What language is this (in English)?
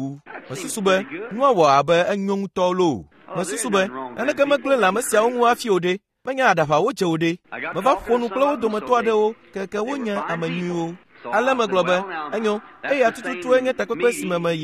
Ewe